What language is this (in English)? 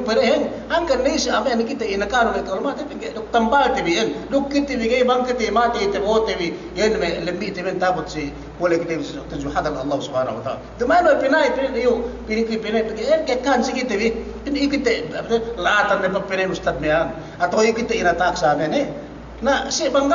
Yakan